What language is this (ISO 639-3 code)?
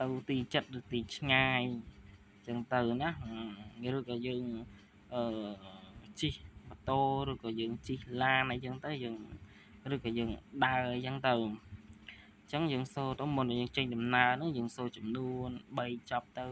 khm